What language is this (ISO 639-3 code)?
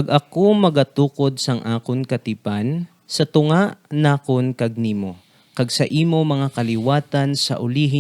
hil